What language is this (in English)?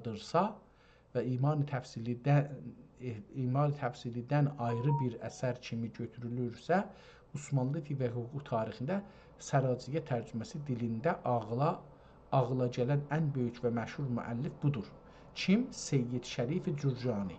South Azerbaijani